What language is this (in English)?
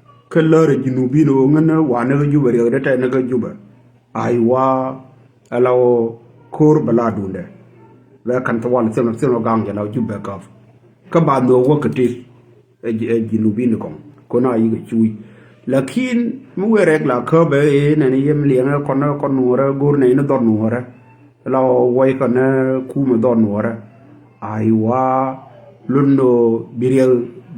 Nuer